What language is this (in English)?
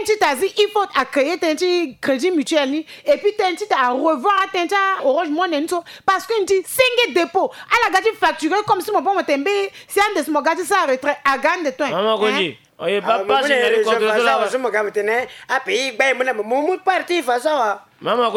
Sango